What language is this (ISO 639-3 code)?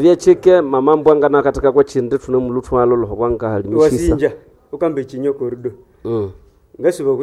nnb